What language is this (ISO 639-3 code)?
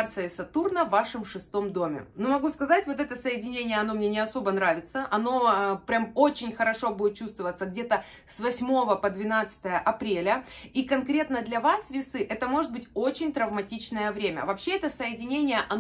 rus